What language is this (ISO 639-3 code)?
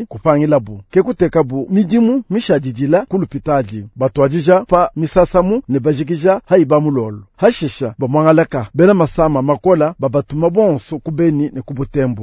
lua